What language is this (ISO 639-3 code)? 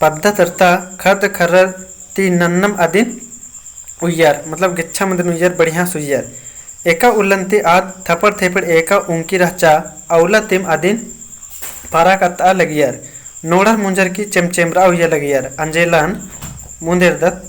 kru